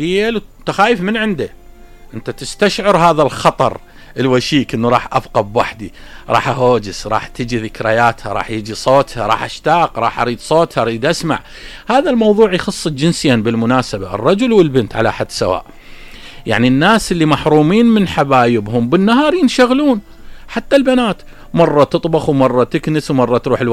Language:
Mesopotamian Arabic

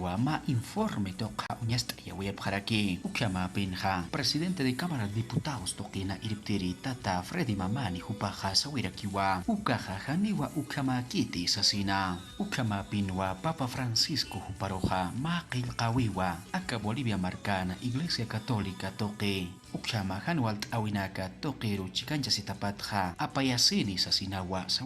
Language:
Aymara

